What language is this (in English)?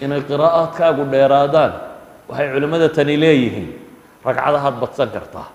Somali